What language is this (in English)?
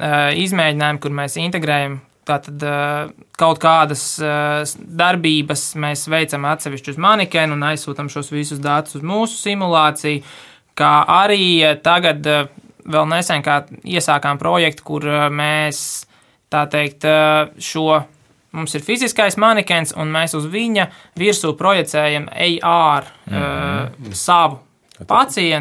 Latvian